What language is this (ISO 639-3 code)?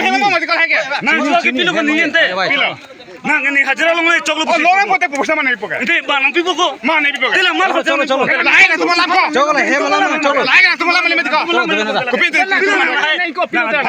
mjw